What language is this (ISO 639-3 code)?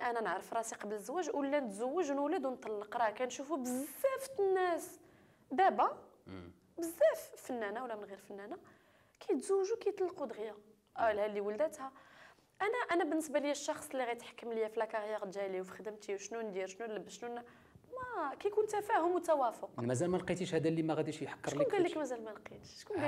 ary